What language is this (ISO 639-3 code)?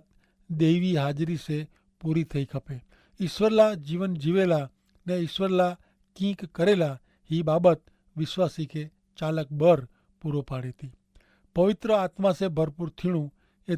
kfr